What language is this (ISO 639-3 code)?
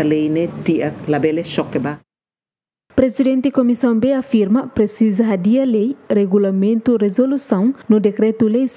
tet